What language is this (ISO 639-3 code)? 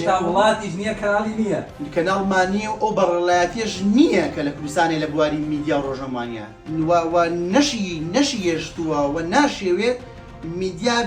ckb